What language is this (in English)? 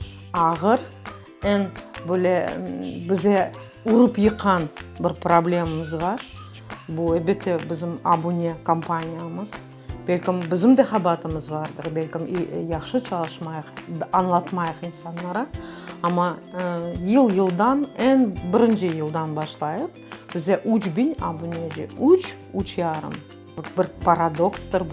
Crimean Tatar